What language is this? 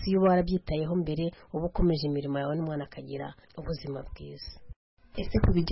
Kinyarwanda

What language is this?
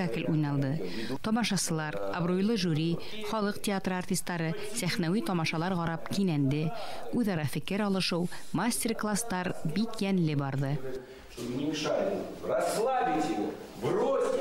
Bashkir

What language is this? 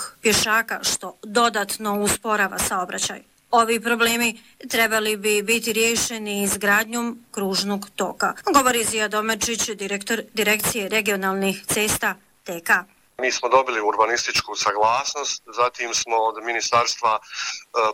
Bosnian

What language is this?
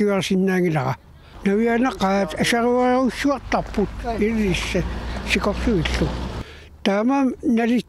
Kalaallisut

